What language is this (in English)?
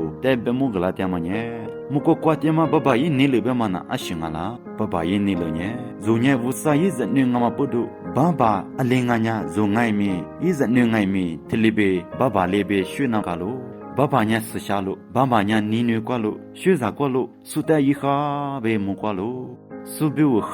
Lisu